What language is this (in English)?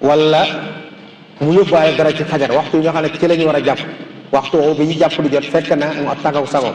Wolof